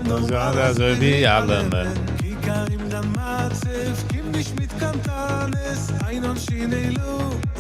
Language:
Yiddish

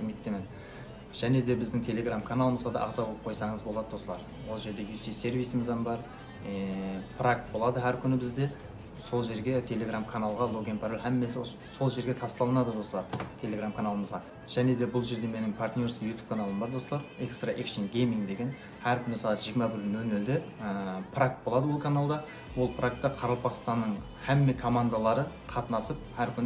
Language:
Kara-Kalpak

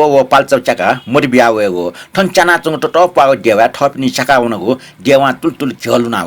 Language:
Newari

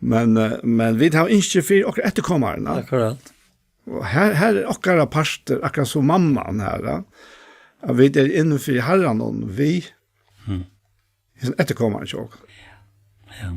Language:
Faroese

